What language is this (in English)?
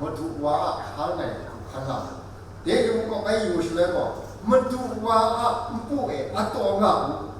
Kachin